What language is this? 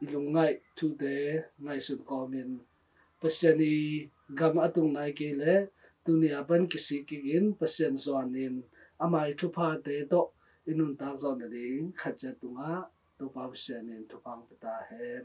Tedim Chin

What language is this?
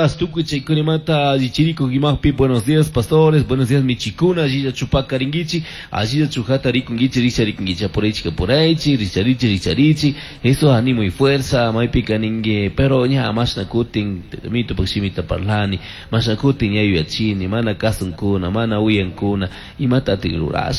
Chimborazo Highland Quichua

